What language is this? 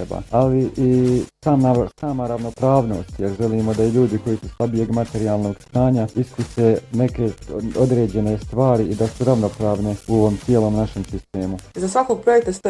Bosnian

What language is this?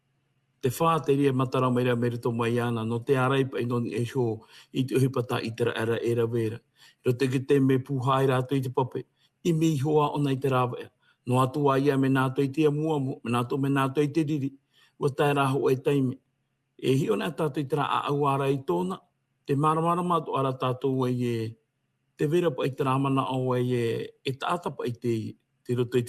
Tahitian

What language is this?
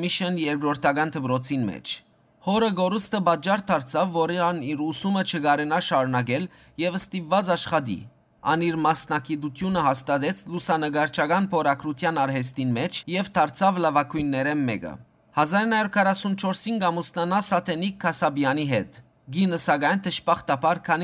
Western Armenian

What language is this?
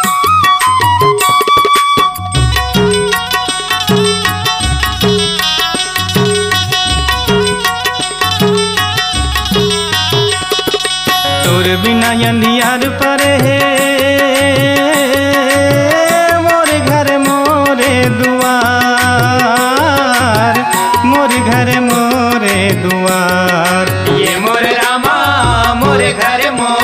Chhattisgarhi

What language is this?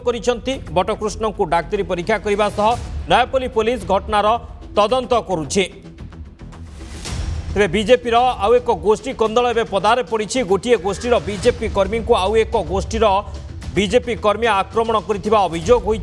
Odia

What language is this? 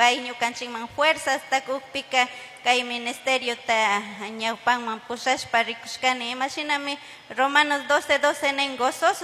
Chimborazo Highland Quichua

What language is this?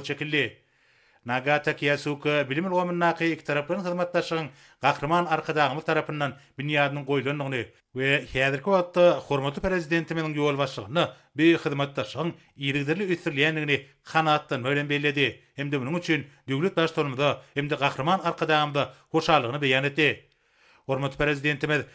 Turkmen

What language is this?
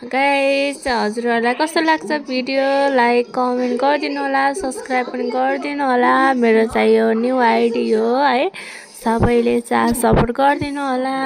Nepali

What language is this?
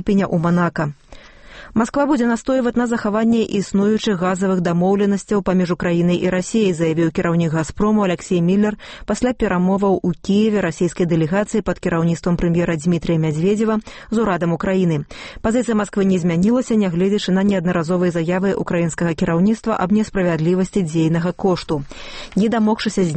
Belarusian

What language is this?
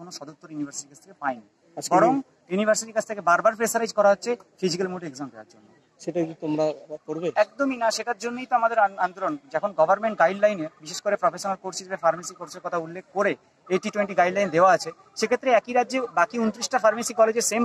Bangla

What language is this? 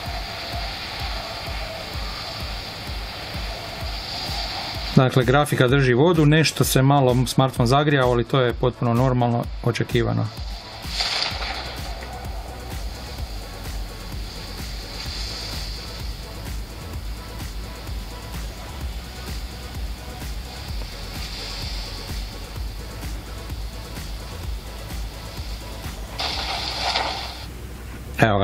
Croatian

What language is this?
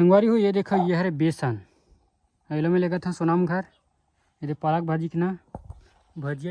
Chhattisgarhi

